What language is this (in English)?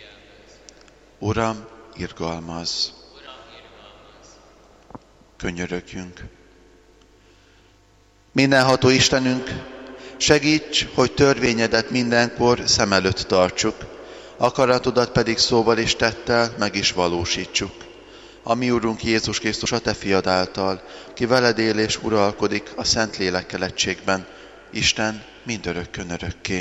Hungarian